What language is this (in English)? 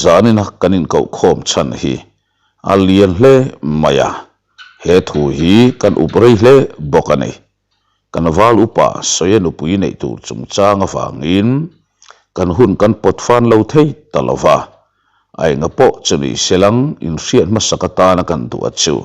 Mizo